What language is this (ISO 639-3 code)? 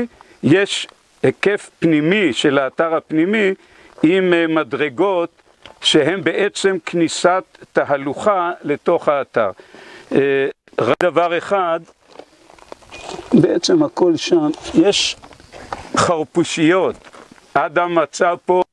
heb